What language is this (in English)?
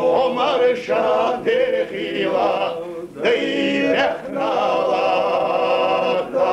Chechen